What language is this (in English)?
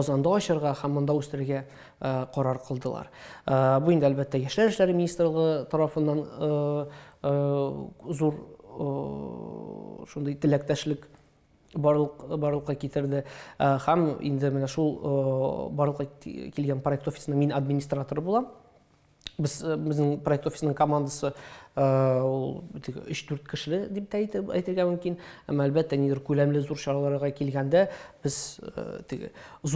Tatar